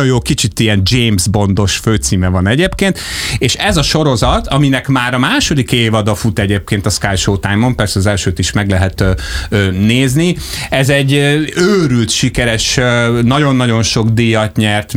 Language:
Hungarian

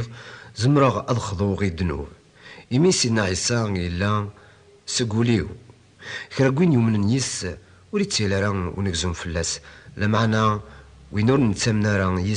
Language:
Kabyle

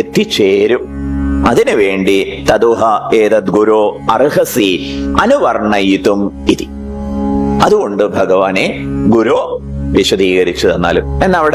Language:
Malayalam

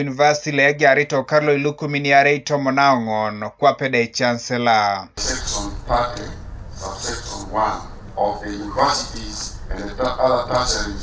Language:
Teso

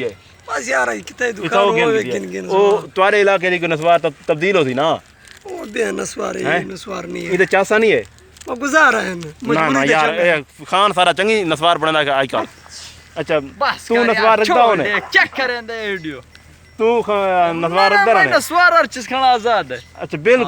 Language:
Saraiki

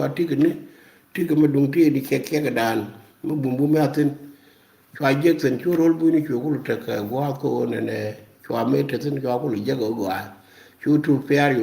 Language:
Nuer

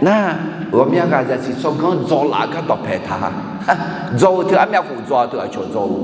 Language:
Akha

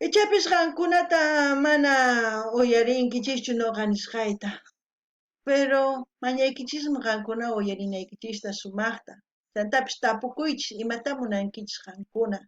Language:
South Bolivian Quechua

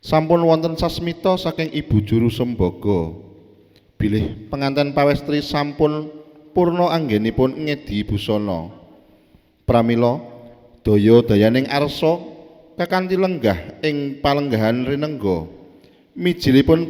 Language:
Javanese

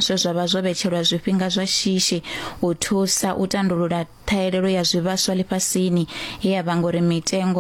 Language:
Venda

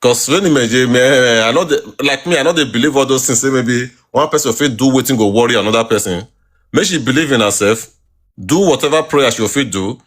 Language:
Nigerian Pidgin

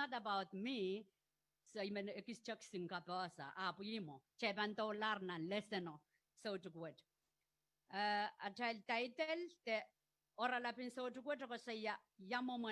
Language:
Pohnpeian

